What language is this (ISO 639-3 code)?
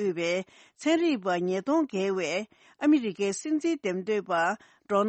bod